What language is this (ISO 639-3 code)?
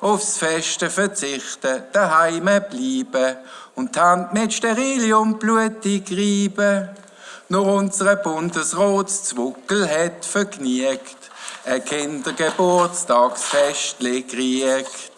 gsw